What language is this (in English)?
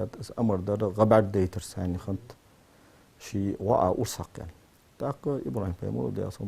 Ingush